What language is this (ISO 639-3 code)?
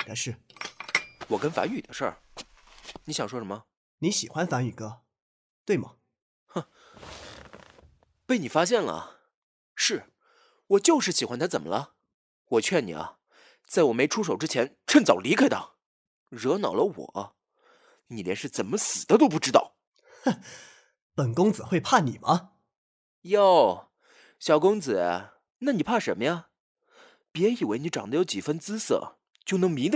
zho